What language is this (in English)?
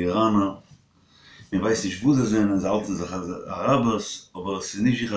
Yiddish